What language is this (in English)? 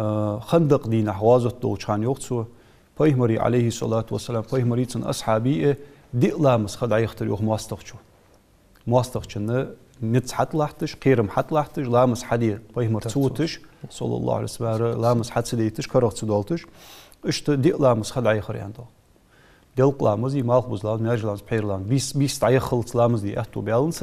Ingush